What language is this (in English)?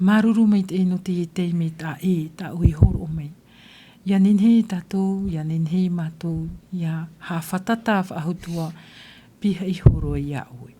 Tahitian